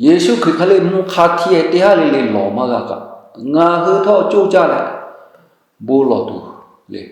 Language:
Lahu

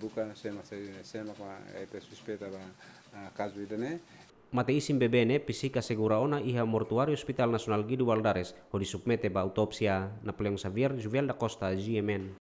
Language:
Tetum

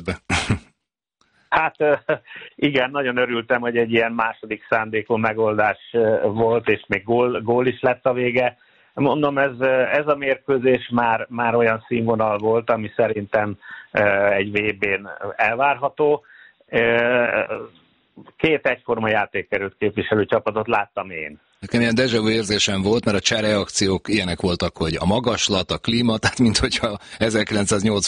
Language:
Hungarian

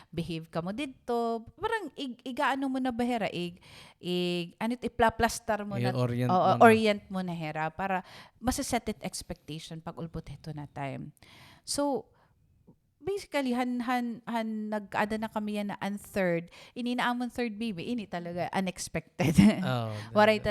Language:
Waray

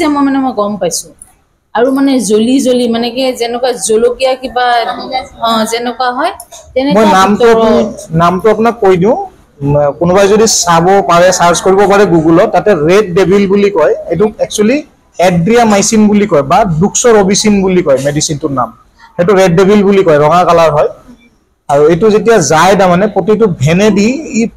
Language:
Assamese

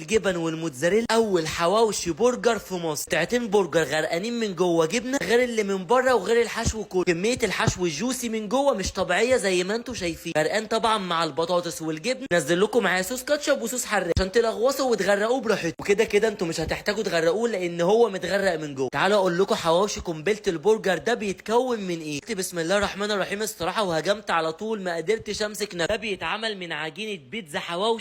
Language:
Egyptian Arabic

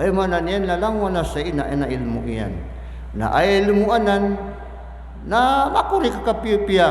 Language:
Maranao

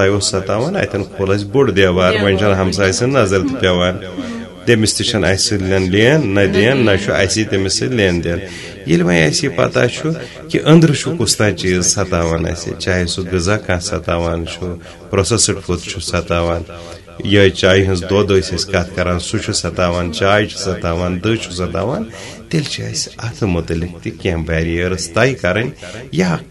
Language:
Kashmiri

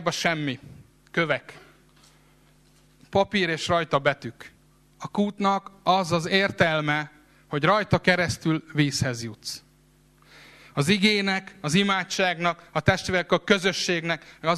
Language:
Hungarian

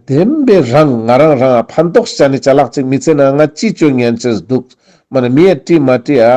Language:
Ladakhi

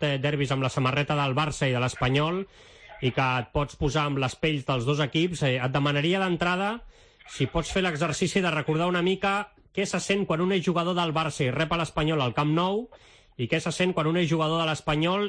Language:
Catalan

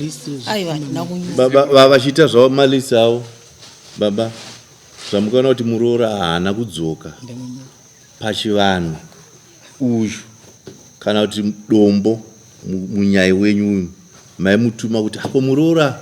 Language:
Shona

